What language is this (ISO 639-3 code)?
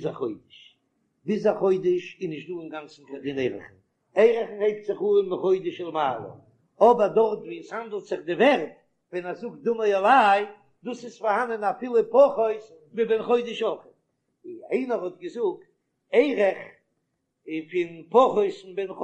yid